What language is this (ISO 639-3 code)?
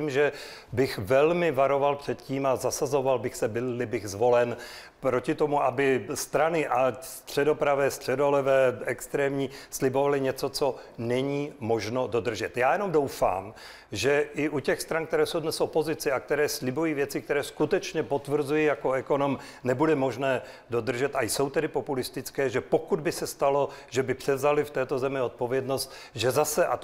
ces